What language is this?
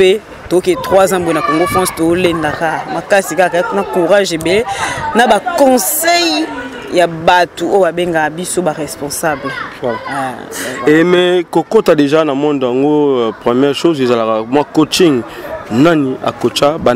Lingala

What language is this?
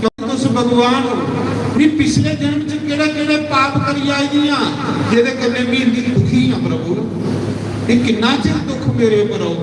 Dogri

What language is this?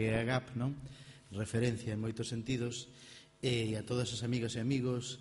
Galician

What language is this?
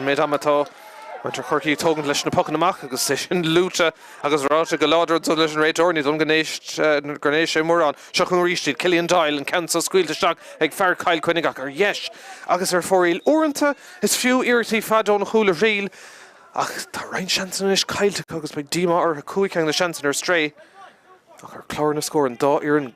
Irish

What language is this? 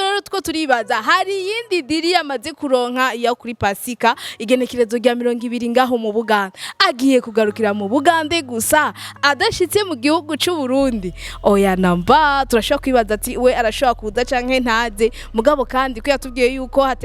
Rundi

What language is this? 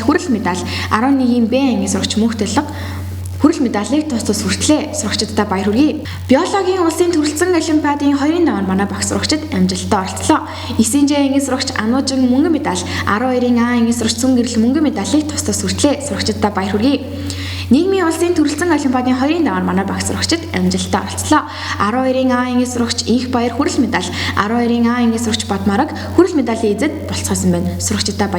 Mongolian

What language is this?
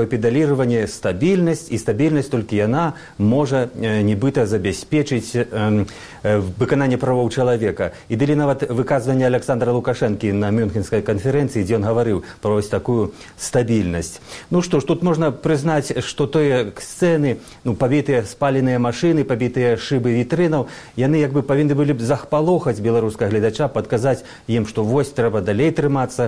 Belarusian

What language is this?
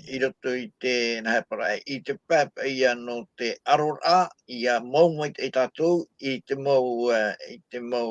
Tahitian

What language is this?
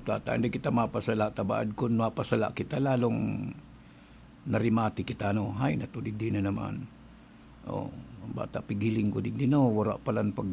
Bikol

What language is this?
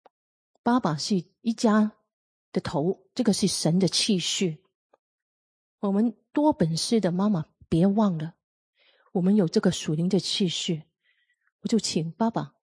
Chinese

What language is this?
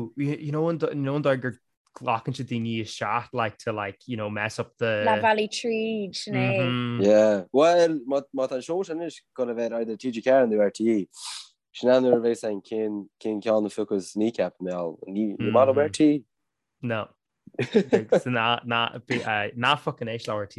Irish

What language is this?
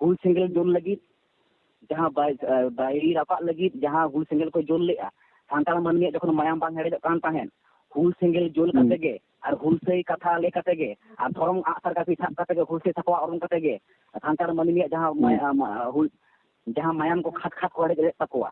Santali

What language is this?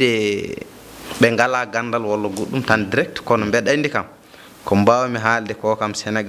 Fula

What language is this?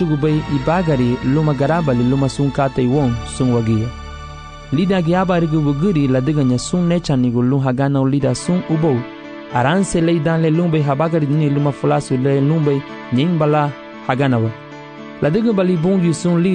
Garifuna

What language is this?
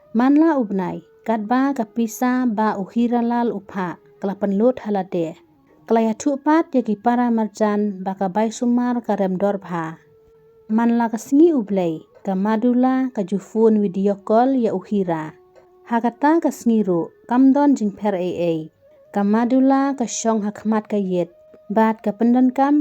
Khasi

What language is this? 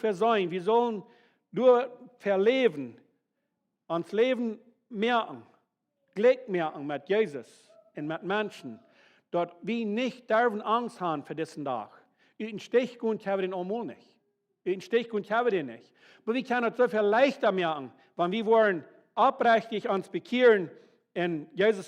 Plautdietsch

